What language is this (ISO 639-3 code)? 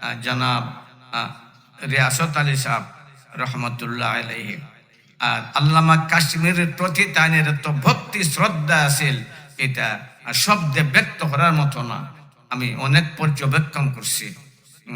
syl